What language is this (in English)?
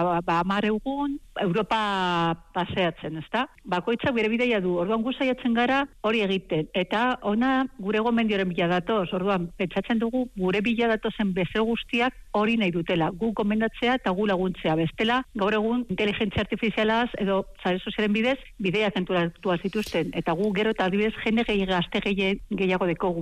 Basque